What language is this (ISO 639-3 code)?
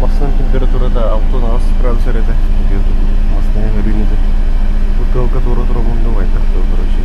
sah